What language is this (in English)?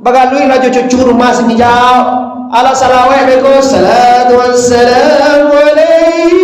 Minangkabau